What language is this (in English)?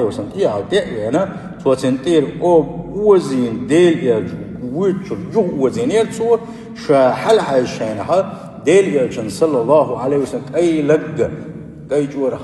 Chechen